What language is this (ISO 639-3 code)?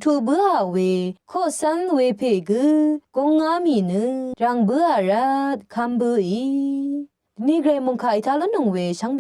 raw